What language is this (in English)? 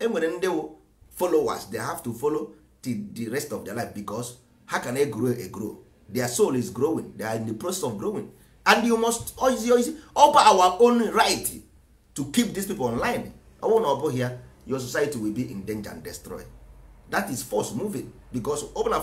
Igbo